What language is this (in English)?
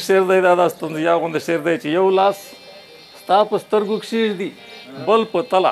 Pashto